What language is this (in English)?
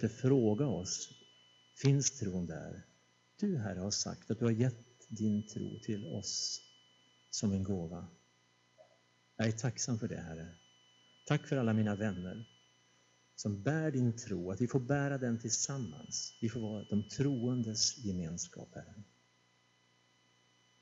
Swedish